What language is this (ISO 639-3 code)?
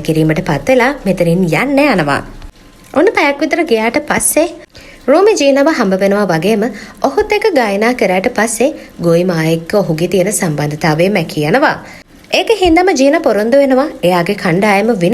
sin